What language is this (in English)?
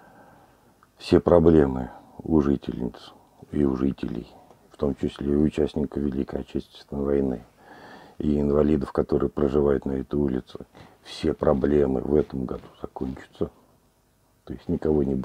Russian